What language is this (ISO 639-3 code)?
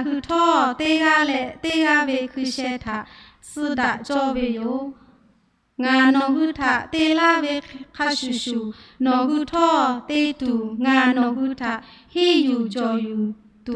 lhu